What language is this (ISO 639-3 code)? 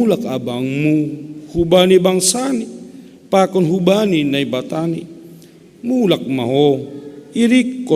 bts